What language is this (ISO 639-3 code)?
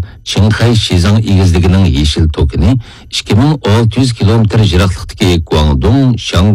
uig